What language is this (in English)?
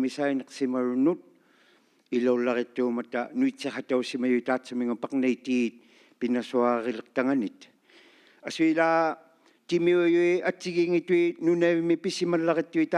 Inuktitut